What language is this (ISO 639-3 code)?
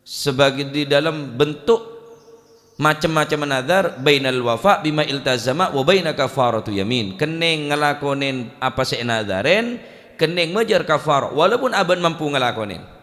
mad